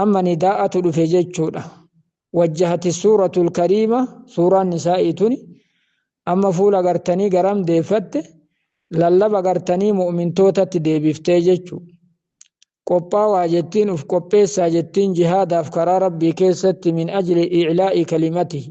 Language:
Oromo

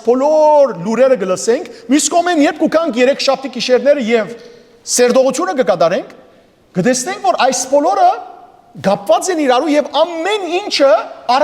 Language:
Western Armenian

